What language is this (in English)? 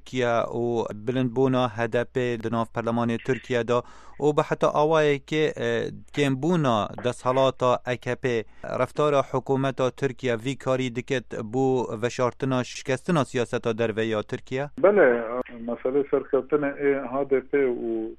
Kurdish